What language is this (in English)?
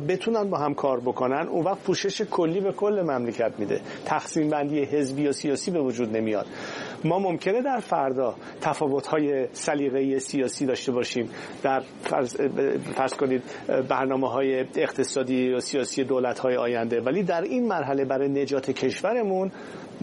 Persian